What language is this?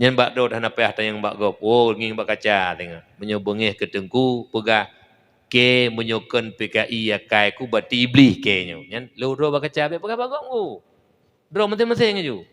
Achinese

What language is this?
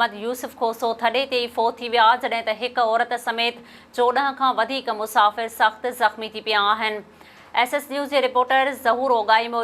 Sindhi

